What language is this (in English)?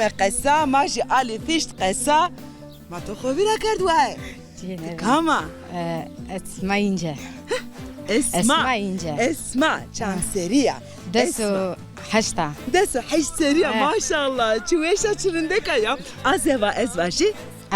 Zaza